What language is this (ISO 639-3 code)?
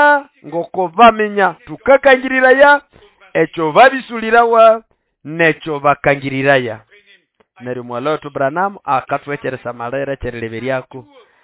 nnb